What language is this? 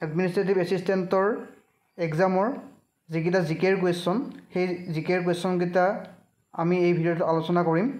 Assamese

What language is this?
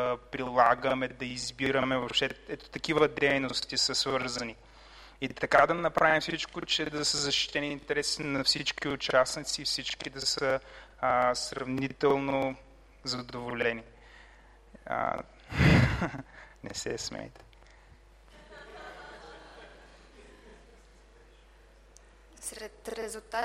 Bulgarian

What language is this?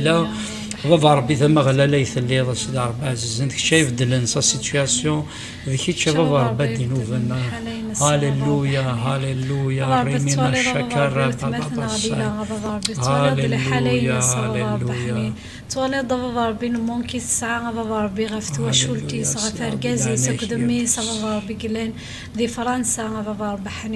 Kabyle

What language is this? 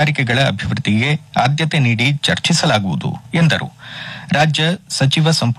Kannada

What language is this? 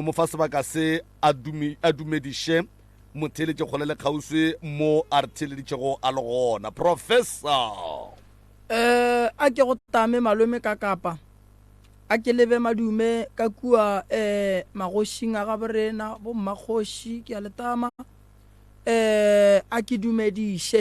Northern Sotho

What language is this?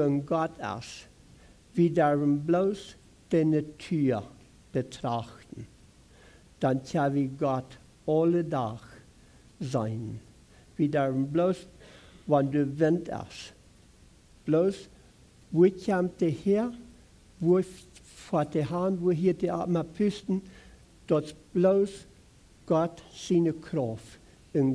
Plautdietsch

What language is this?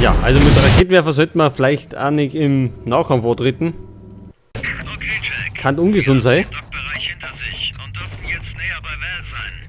Bavarian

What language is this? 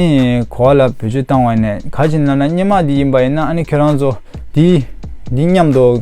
Tibetan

